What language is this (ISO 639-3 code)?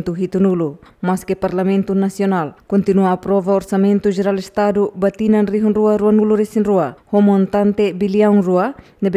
tet